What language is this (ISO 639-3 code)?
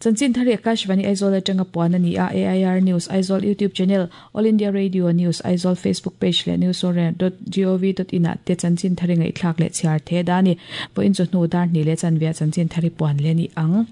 lus